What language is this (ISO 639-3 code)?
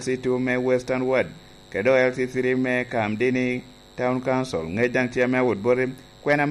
laj